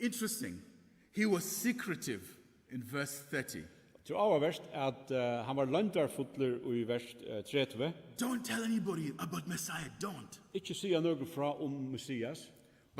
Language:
Faroese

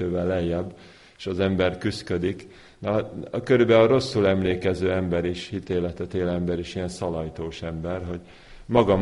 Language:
Hungarian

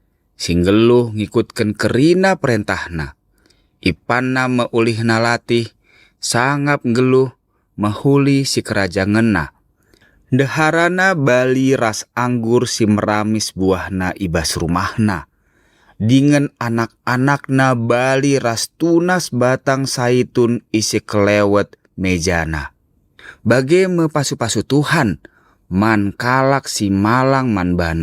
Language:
Batak Karo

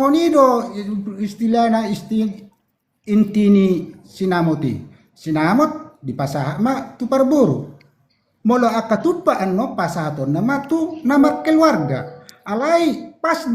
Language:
Batak Toba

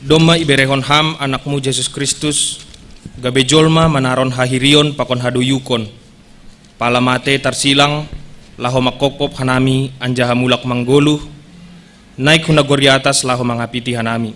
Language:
Batak Simalungun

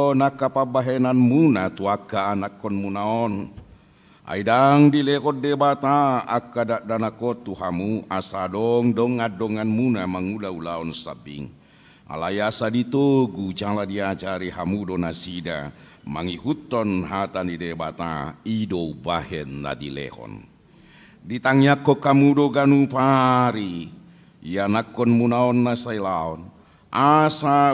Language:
Batak Toba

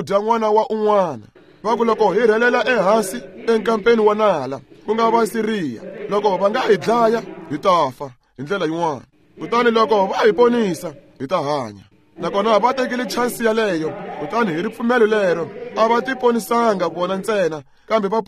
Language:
Tsonga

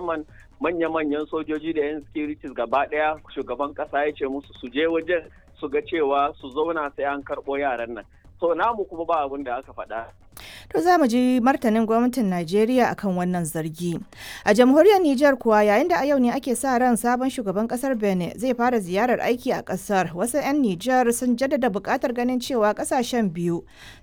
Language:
Hausa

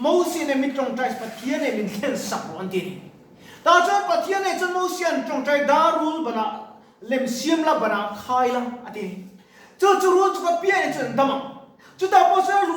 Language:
Mizo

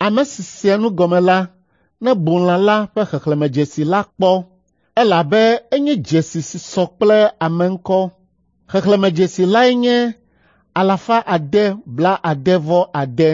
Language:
Ewe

